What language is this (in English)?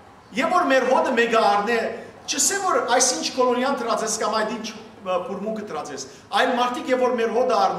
Western Armenian